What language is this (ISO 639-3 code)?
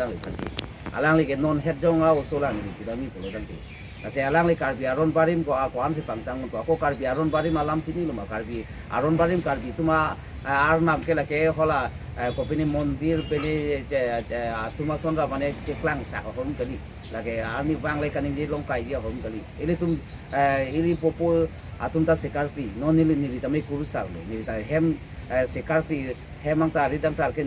mjw